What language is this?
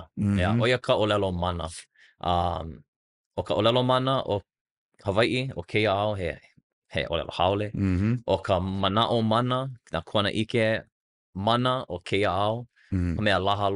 Hawaiian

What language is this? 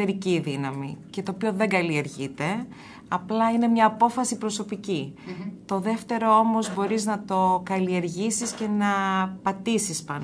Greek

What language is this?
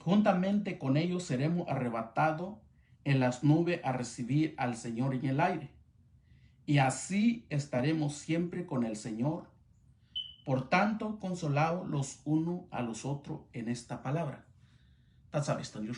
Mixtepec Mixtec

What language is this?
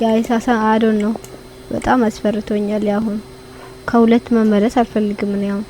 Amharic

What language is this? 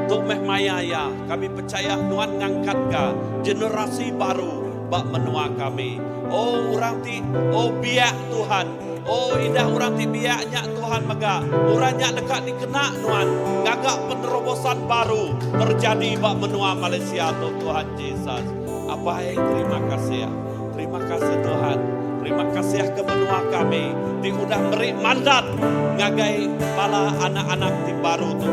Iban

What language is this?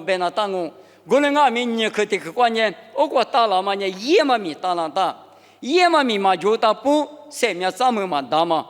Lisu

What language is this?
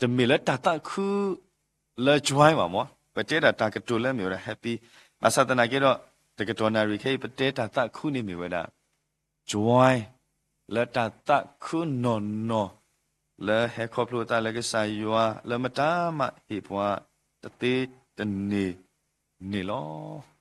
S'gaw Karen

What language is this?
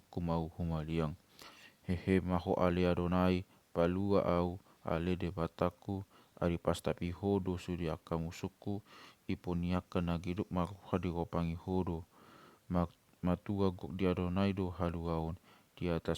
Batak Toba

